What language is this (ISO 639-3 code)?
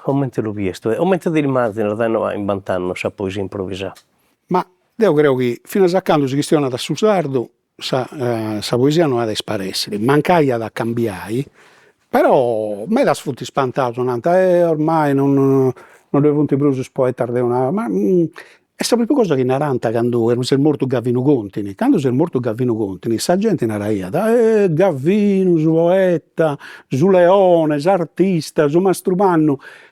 srd